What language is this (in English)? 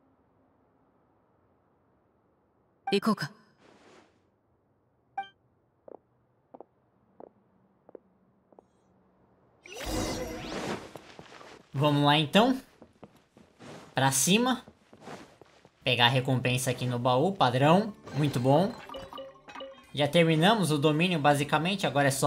Japanese